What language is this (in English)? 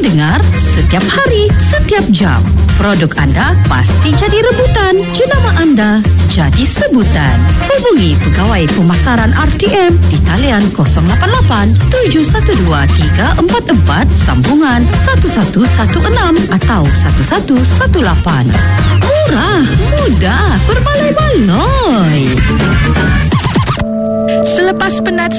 Malay